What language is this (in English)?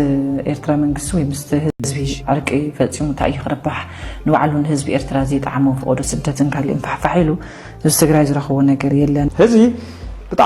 Tigrinya